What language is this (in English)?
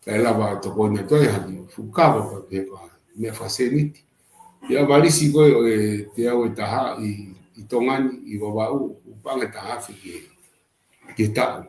Tongan